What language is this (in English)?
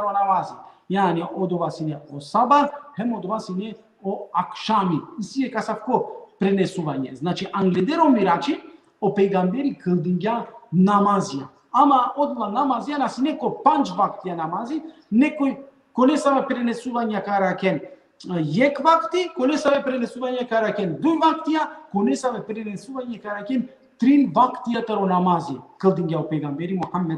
Balkan Romani